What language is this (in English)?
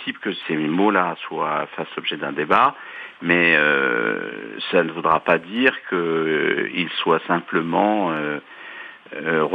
French